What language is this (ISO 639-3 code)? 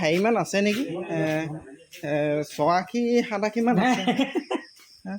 asm